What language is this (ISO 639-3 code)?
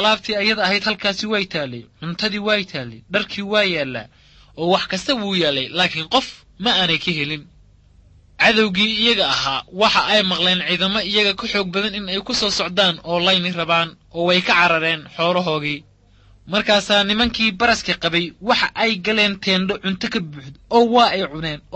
som